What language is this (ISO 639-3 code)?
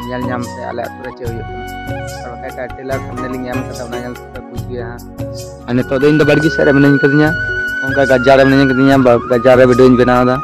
sat